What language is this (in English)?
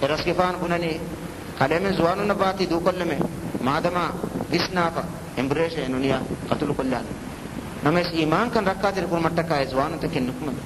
Divehi